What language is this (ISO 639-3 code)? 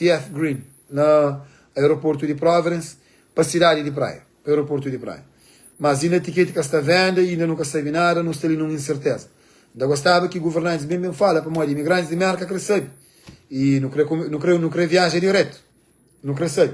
kea